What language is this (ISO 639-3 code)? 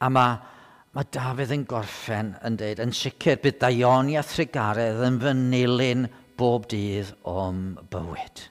cym